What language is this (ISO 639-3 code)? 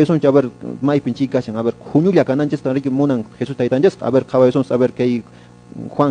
que